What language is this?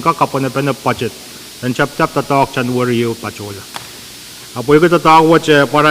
Pohnpeian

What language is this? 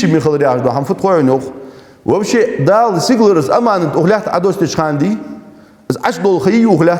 Ingush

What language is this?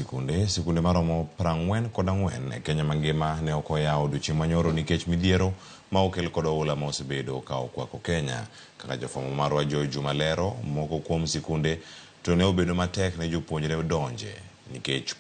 Luo (Kenya and Tanzania)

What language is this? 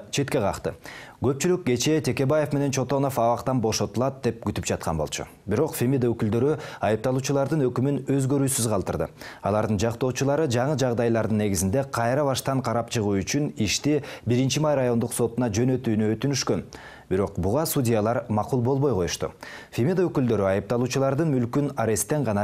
Kyrgyz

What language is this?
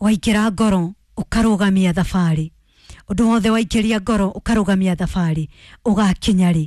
Kikuyu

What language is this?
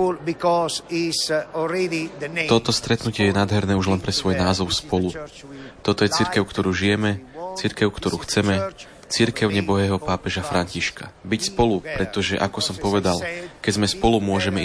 Slovak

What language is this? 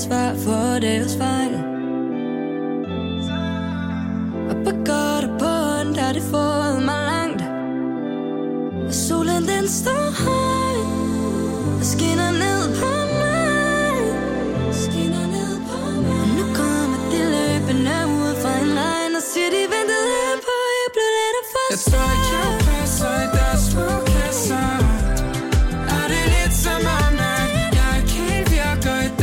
Danish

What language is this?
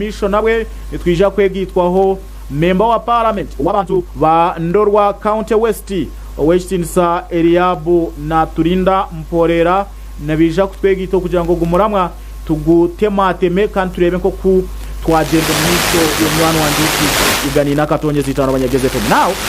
Nyankole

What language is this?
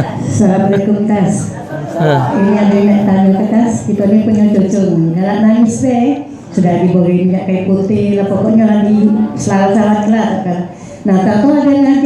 Musi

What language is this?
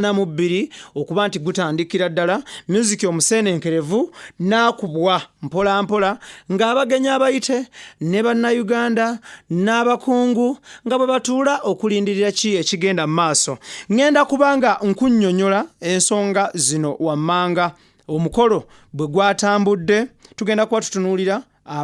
Ganda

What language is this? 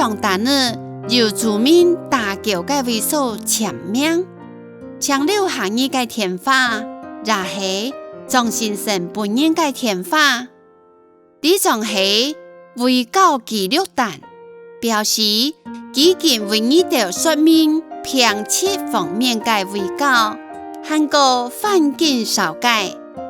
Hakka Chinese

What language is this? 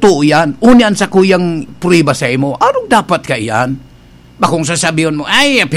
Bikol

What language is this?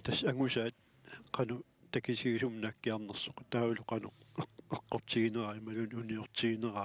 Kalaallisut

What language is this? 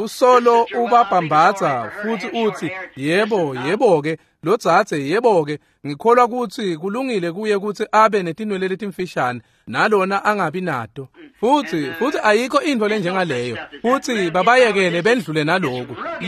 Swati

